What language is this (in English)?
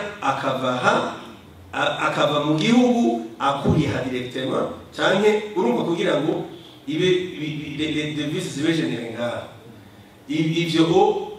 Rundi